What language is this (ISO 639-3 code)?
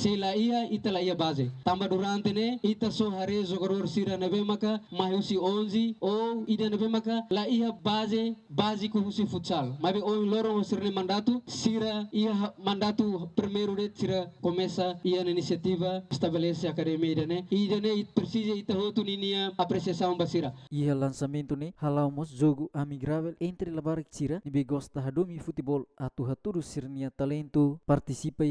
tet